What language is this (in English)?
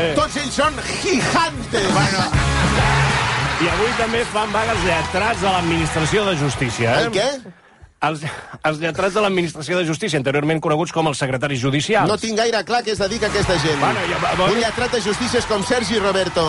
Catalan